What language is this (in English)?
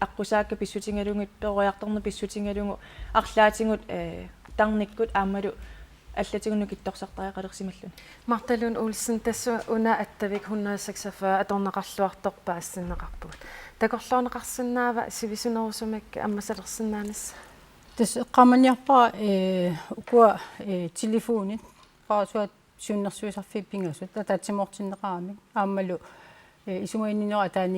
Kalaallisut